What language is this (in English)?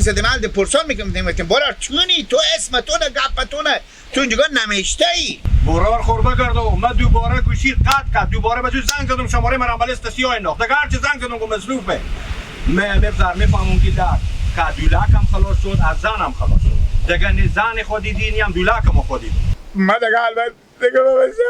Persian